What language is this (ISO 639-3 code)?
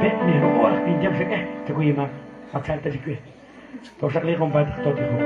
kek